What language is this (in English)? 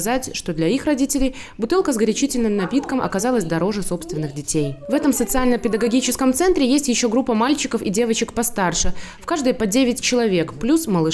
Russian